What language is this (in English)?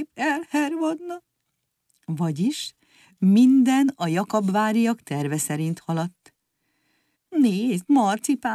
Hungarian